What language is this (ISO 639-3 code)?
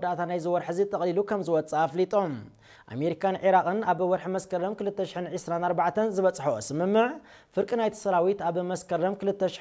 tir